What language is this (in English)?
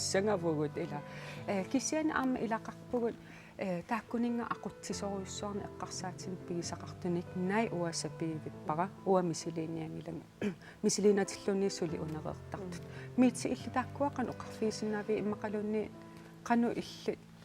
Kalaallisut